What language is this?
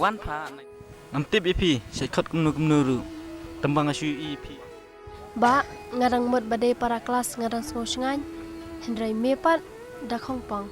Khasi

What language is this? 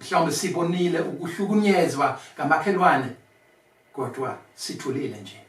Zulu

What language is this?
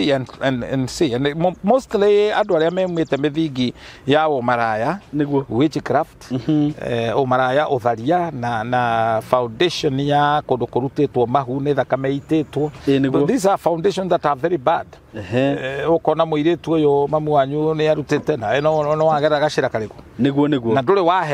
Kikuyu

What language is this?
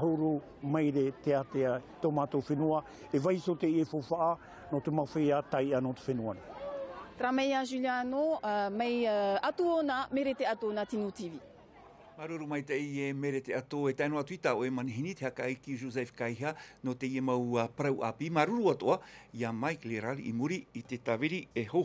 Tahitian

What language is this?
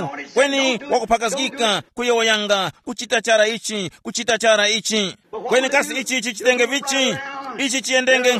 Tumbuka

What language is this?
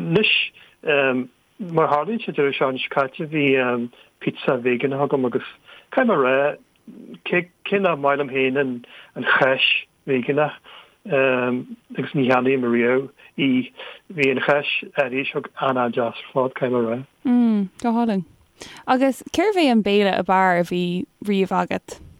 Irish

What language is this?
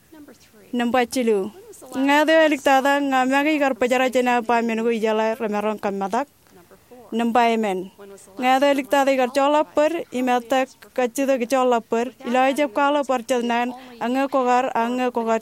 Marshallese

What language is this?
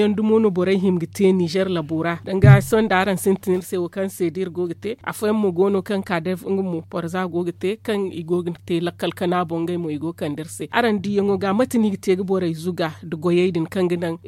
Zarma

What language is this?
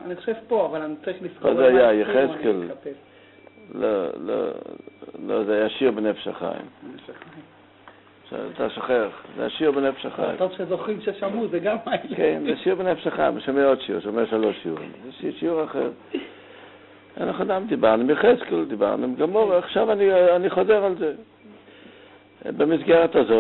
Hebrew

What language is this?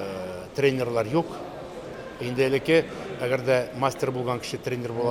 Tatar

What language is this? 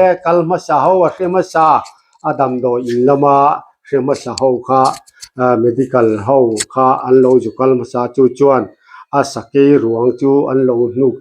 Mizo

